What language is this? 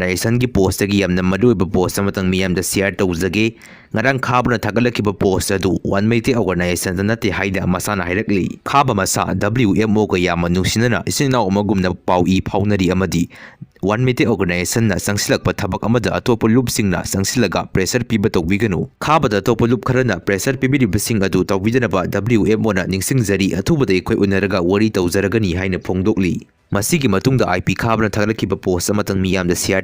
Manipuri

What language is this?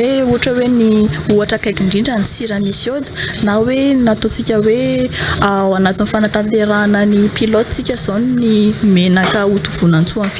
Malagasy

